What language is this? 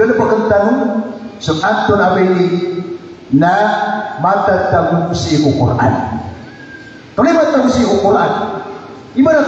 Maranao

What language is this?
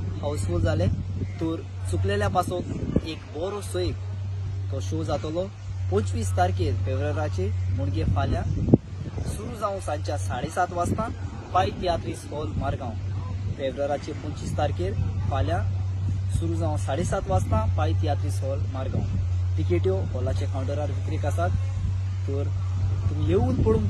Konkani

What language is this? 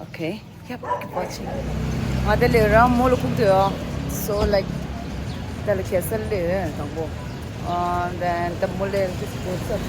Tibetan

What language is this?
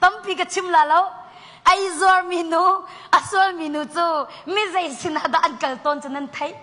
Hakha Chin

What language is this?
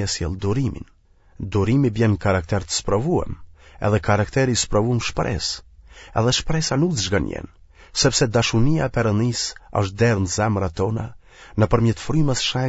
Albanian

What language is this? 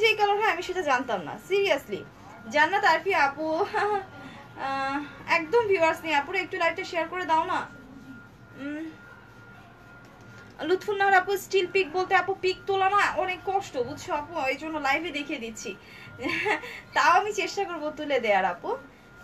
Bangla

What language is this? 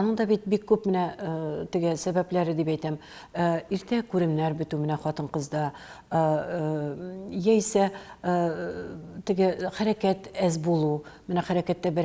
Tatar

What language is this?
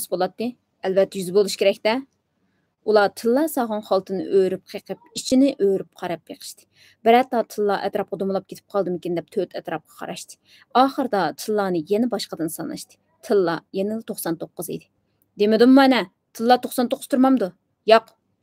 Uyghur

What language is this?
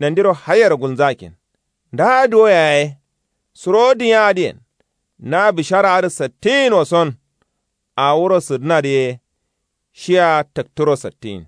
Kanuri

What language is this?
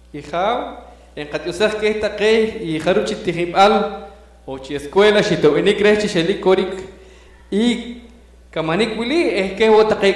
Poqomchi'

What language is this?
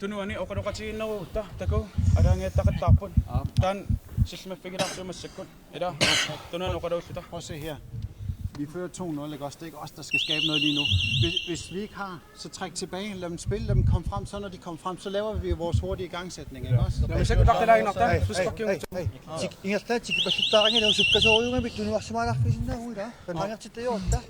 Kalaallisut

